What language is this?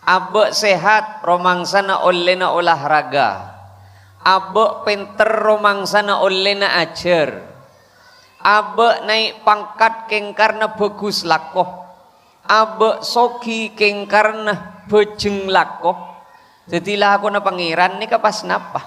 Madurese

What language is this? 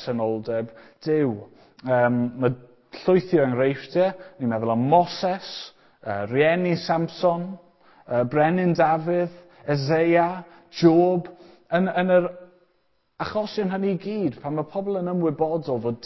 Welsh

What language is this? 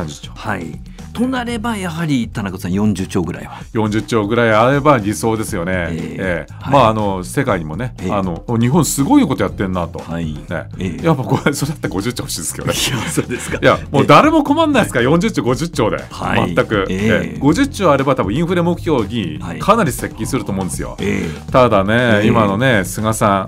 Japanese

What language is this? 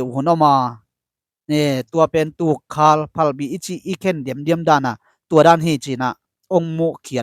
Tedim Chin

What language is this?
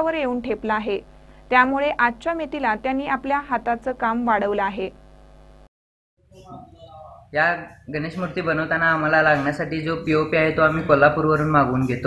Marathi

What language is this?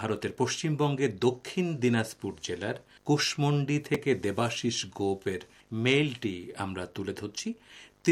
Bangla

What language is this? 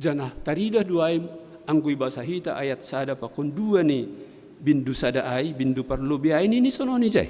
Batak Simalungun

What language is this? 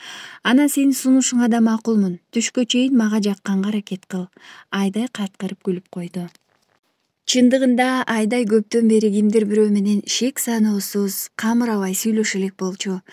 Kyrgyz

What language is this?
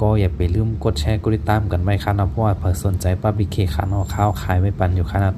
Shan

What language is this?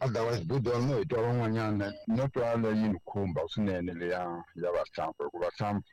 Tsonga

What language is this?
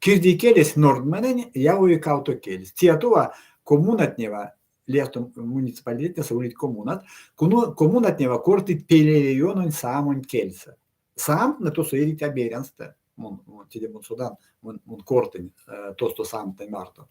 Erzya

